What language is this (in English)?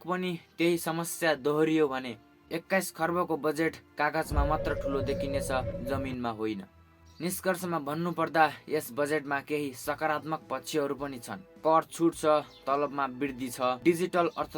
Nepali